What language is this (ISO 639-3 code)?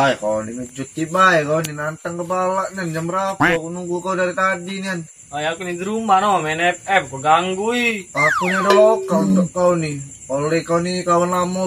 mui